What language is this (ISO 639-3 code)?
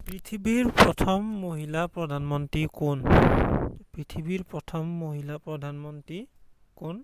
asm